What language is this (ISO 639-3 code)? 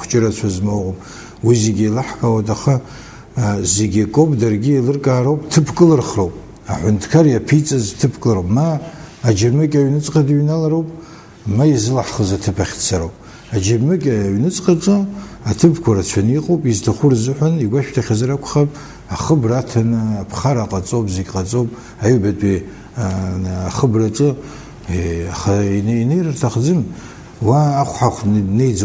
abk